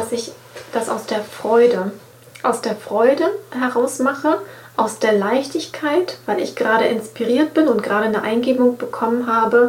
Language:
German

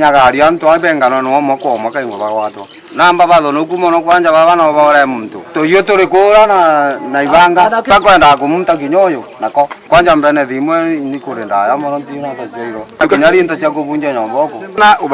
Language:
Meru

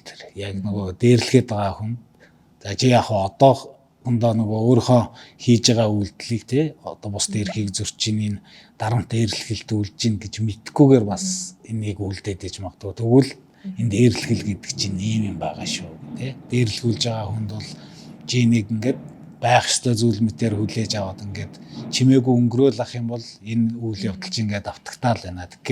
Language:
Mongolian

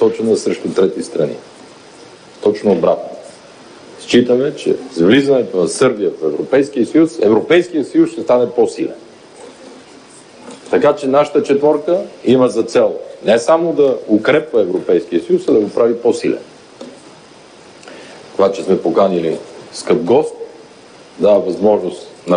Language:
Bulgarian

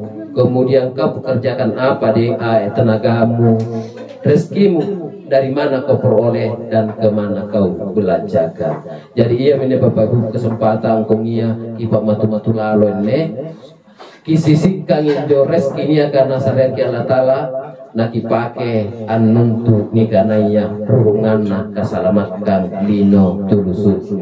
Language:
Makasar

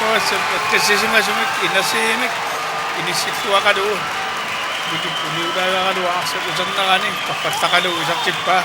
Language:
Kalaallisut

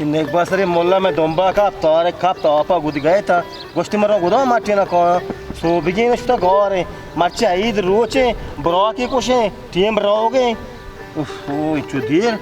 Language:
Baluchi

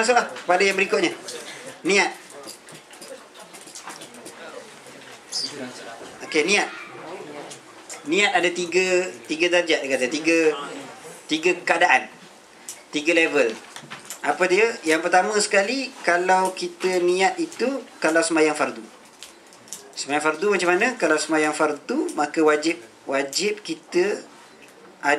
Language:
Malay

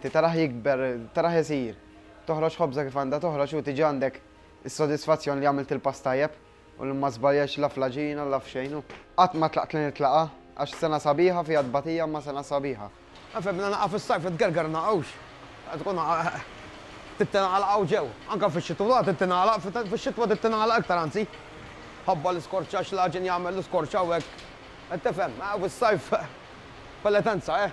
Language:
Maltese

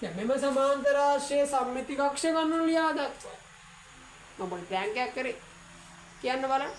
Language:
Sinhala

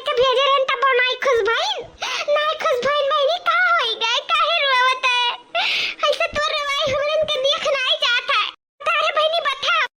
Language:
Awadhi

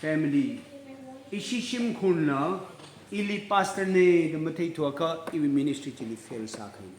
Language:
Tangkhul Naga (India)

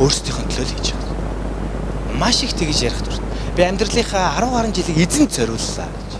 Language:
Mongolian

